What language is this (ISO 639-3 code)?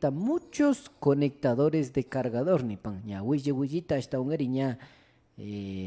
qvi